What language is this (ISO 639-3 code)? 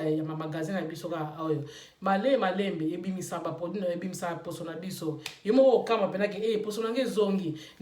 lin